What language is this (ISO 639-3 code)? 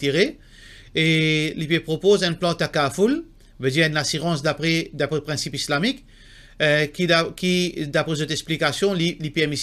mfe